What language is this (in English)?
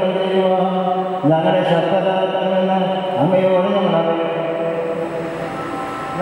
Malayalam